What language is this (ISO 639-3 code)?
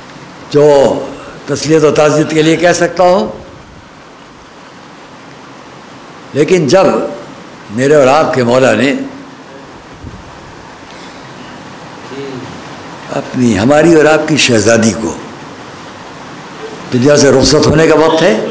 urd